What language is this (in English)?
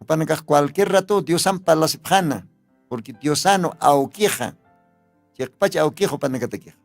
Aymara